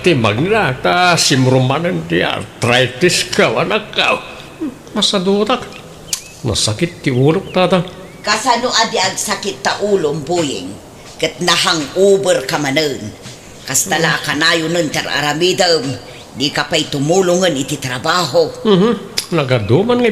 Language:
Iloko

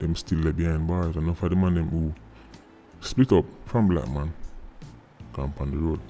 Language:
Jamaican Creole English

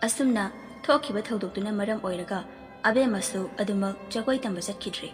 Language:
Manipuri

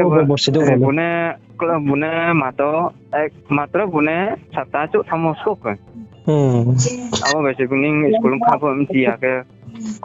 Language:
Riang (India)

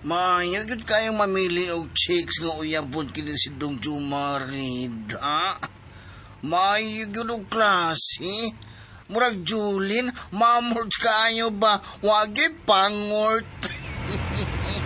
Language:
Cebuano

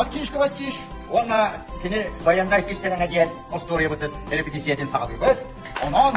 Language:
Yakut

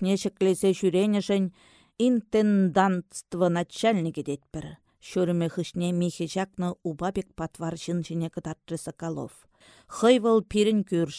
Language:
Chuvash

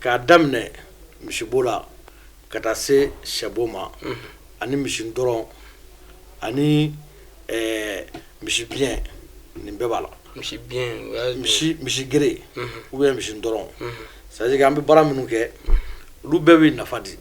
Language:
Bambara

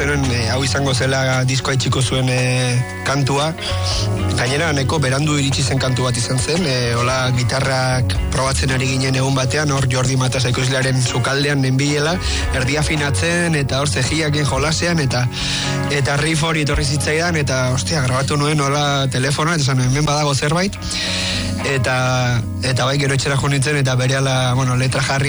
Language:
Basque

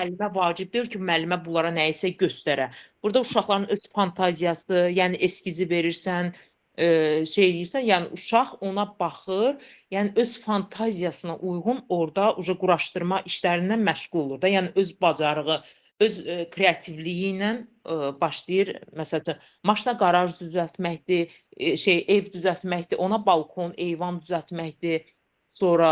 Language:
Azerbaijani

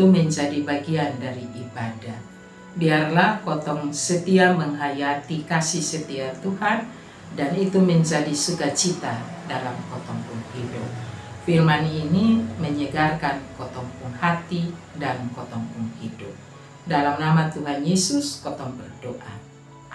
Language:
Kupang Malay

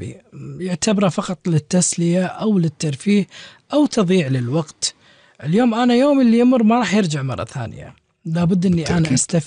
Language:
Gulf Arabic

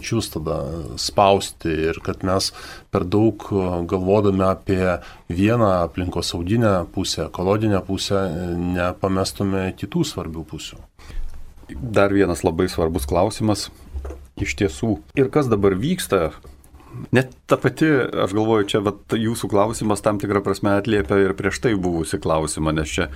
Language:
Lithuanian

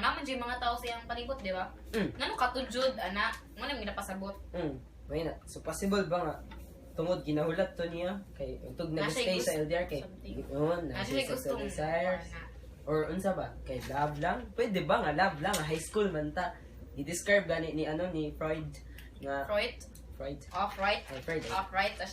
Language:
Cebuano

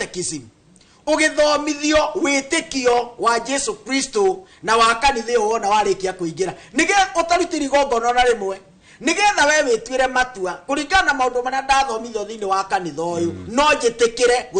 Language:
Kikuyu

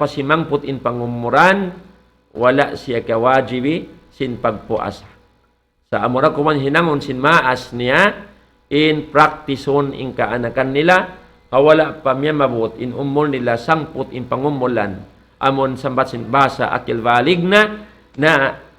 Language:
Tausug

